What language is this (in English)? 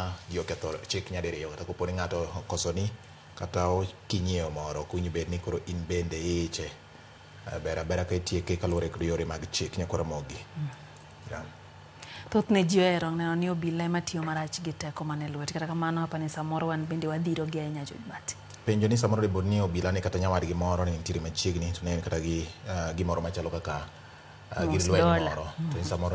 Luo (Kenya and Tanzania)